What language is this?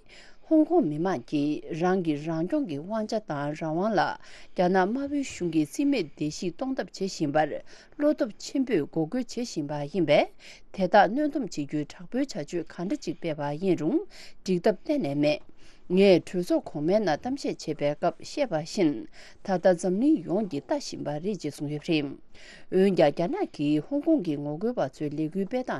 Tibetan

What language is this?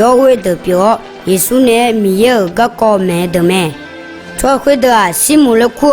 Akha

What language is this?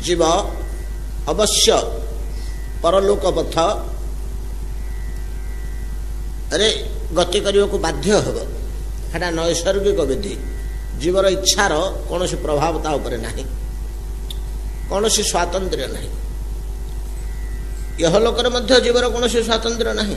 Odia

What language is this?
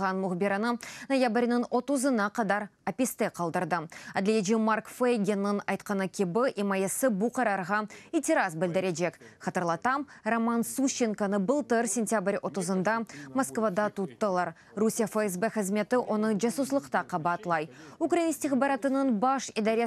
Crimean Tatar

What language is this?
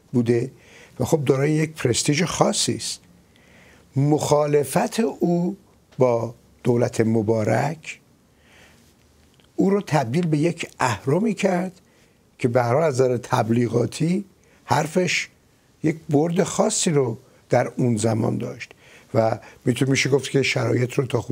Persian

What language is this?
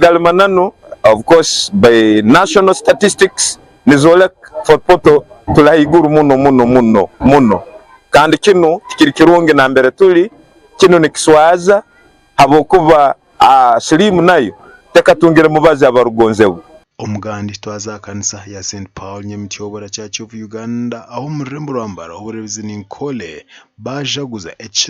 Nyankole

